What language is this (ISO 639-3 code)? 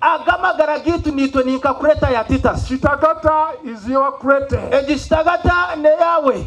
nyn